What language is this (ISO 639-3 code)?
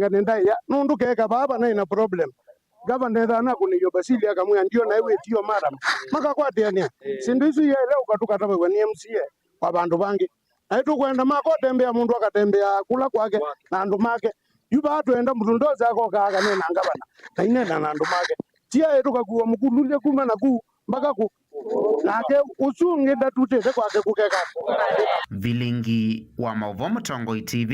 kam